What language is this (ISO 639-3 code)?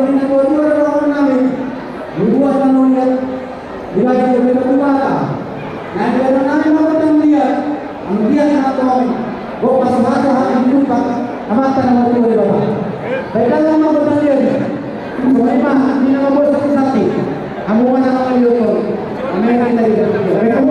bbc